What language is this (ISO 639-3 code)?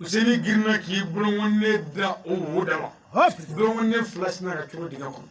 bam